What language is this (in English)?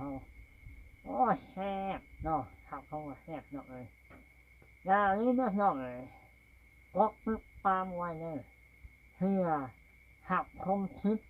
Lao